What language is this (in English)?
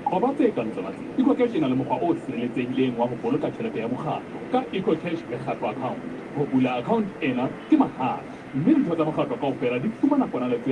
Southern Sotho